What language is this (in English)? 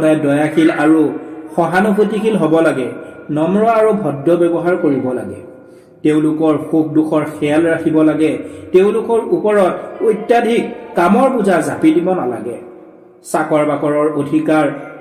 Assamese